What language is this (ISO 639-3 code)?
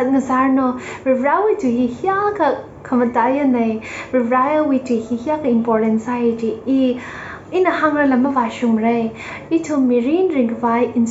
nmf